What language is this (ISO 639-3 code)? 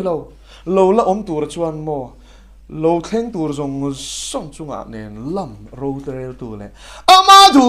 lus